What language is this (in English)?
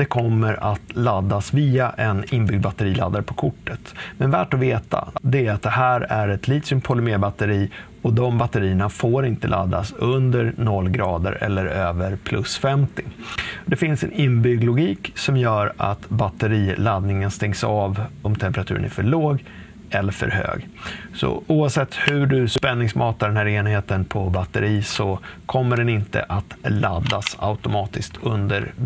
Swedish